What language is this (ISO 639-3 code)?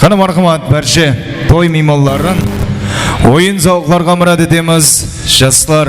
kaa